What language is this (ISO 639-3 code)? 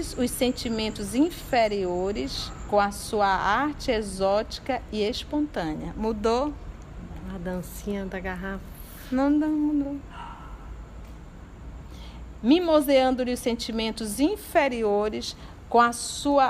por